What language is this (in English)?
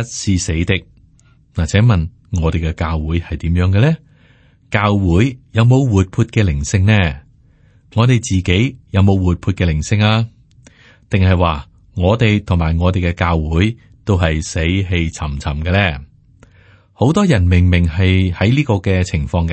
Cantonese